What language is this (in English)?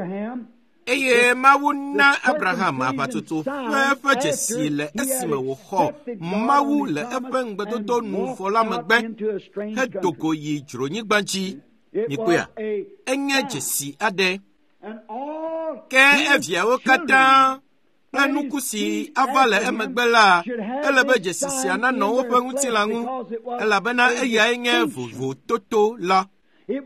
Ewe